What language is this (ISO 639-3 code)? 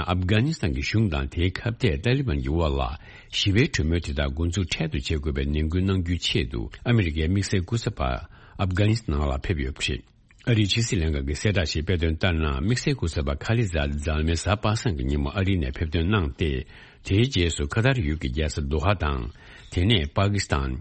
bod